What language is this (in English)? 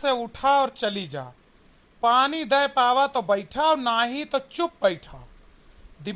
Awadhi